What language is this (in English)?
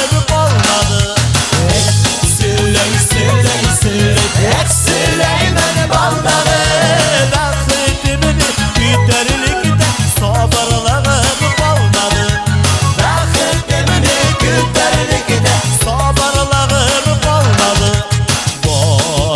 Tatar